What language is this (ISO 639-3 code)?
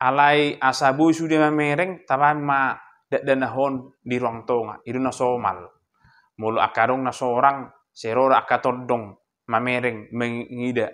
bbc